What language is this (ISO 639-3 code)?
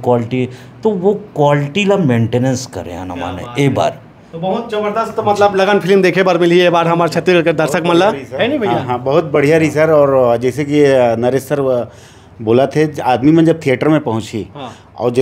hne